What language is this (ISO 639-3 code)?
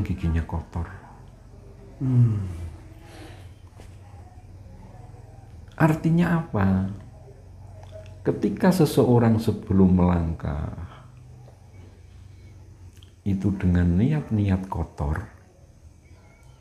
ind